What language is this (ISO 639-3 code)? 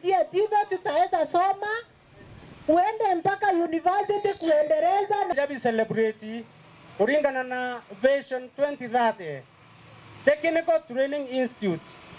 mer